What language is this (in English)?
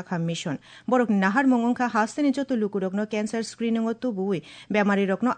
Kok Borok